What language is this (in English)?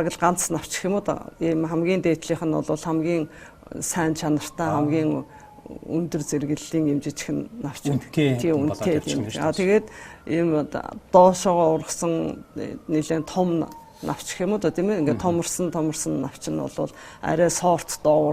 Mongolian